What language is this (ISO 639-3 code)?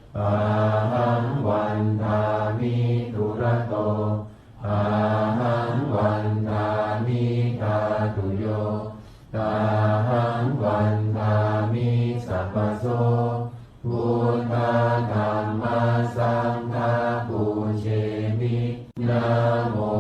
pli